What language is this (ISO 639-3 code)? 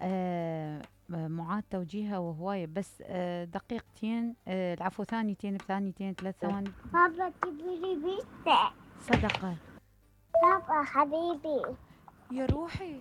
acm